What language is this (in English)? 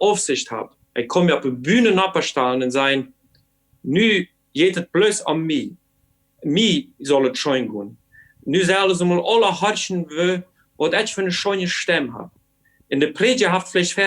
Plautdietsch